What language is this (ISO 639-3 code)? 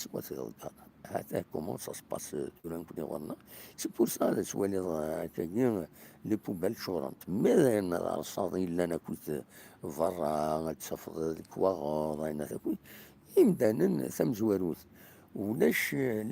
kab